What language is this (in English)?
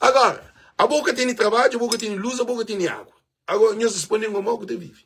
Kabuverdianu